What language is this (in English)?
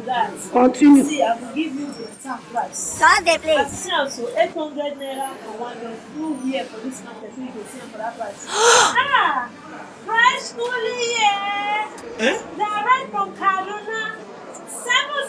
Nigerian Pidgin